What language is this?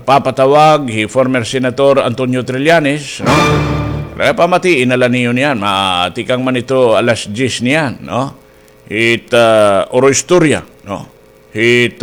Waray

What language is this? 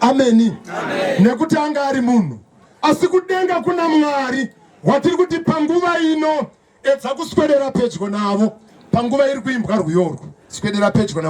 Shona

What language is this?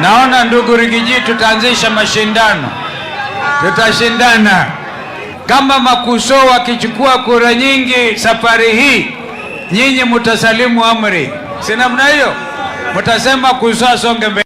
Gusii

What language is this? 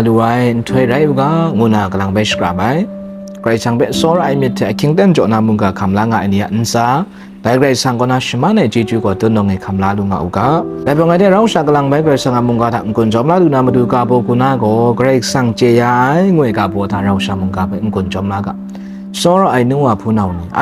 Kachin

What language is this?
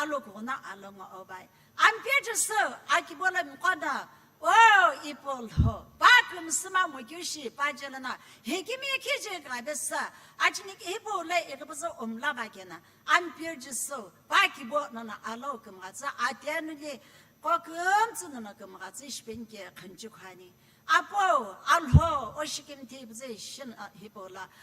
Sumi Naga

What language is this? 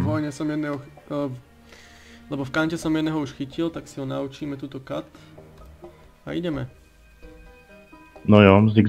Slovak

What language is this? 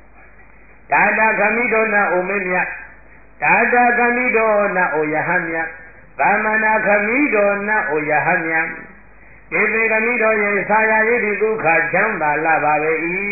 Burmese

